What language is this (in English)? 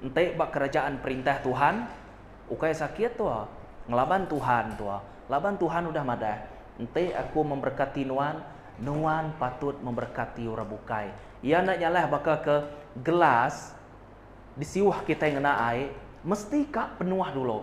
Iban